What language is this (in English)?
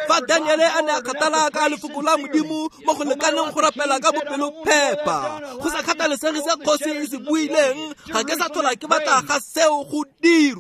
Tswana